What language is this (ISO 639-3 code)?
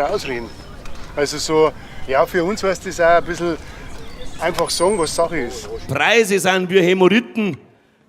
bar